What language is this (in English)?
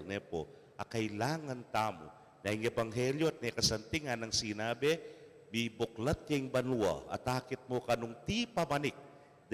Pampanga